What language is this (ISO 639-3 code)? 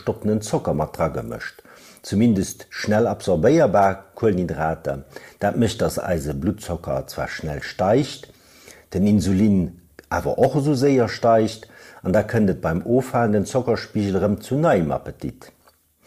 ltz